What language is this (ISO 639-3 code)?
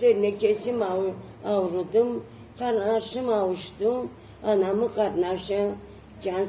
krc